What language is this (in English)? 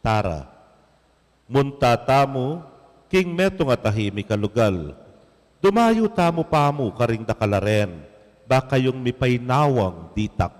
Pampanga